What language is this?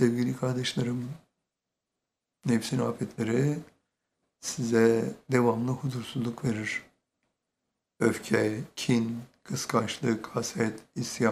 Turkish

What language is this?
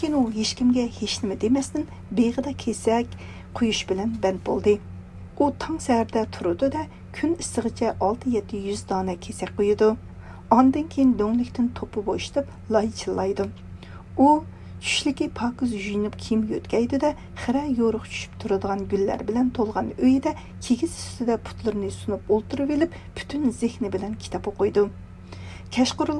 Uyghur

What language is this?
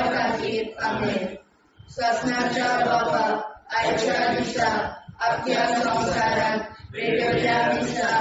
Konkani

